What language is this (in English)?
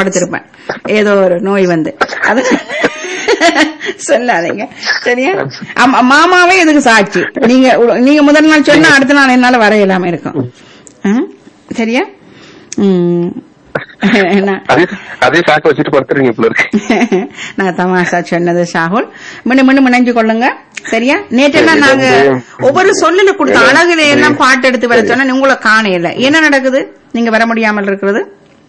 Tamil